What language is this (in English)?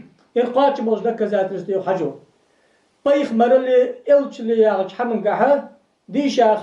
Ingush